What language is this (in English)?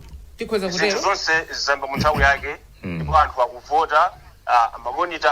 Nyanja